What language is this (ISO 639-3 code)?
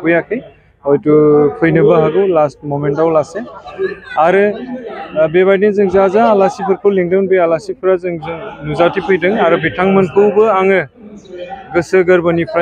brx